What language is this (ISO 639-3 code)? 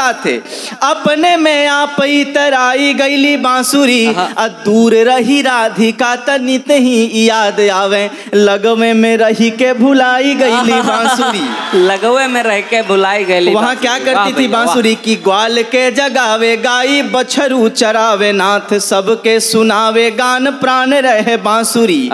bho